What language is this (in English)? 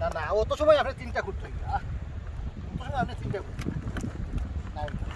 Sylheti